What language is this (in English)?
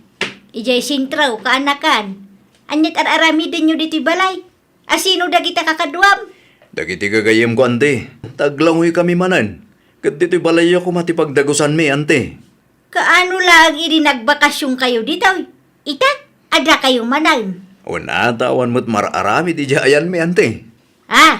Iloko